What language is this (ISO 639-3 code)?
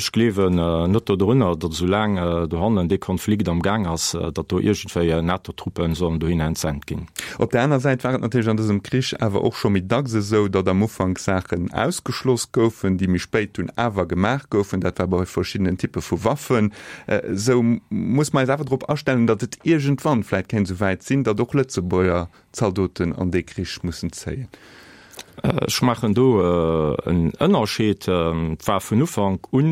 ltz